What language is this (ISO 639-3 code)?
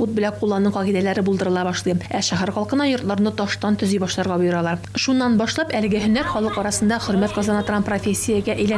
tat